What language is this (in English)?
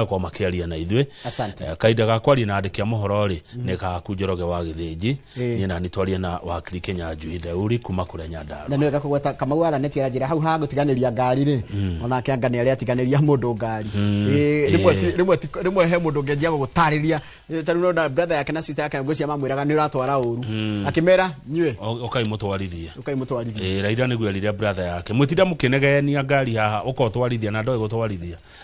Kikuyu